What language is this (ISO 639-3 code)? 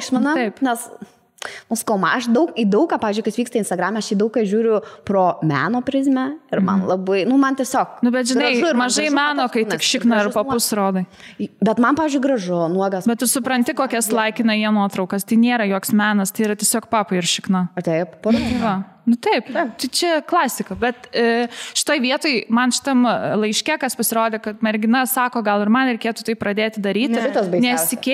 lit